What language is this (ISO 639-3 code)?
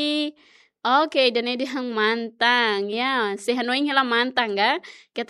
tet